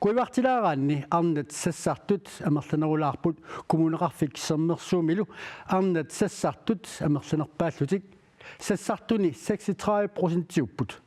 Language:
Kalaallisut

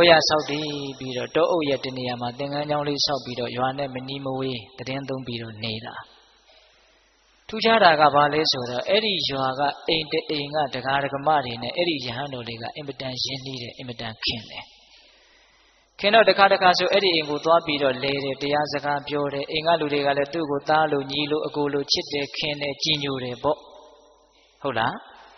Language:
Burmese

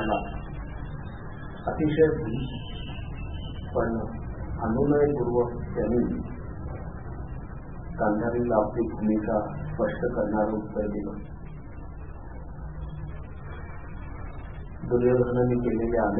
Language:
Marathi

